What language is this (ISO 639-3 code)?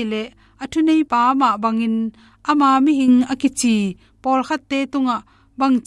ctd